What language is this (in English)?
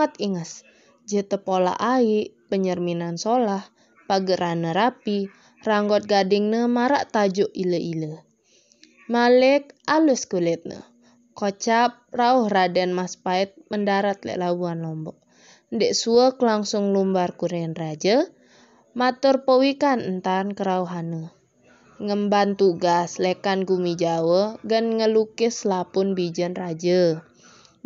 Sasak